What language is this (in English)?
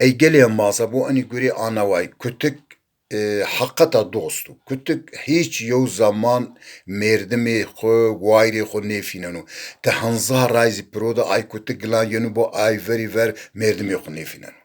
Zaza